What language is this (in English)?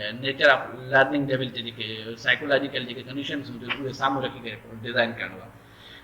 Sindhi